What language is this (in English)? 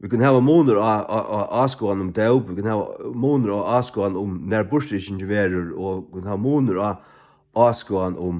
Faroese